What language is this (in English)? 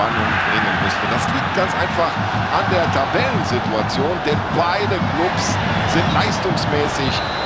Bavarian